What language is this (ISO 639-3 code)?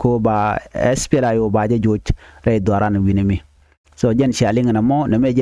nus